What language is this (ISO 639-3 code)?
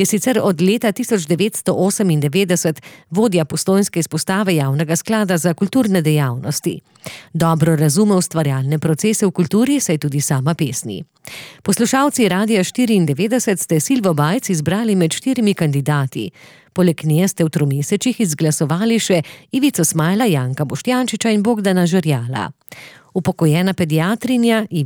slv